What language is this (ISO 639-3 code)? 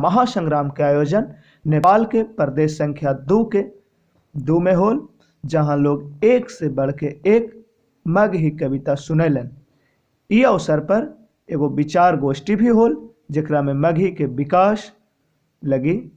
mag